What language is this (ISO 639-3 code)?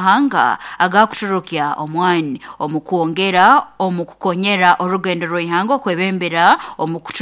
nyn